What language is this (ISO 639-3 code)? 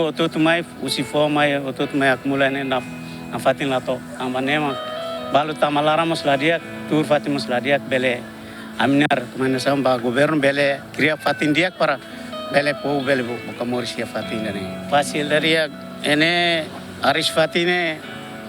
tet